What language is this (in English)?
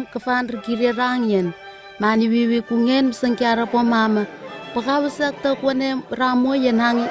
Southwest Tanna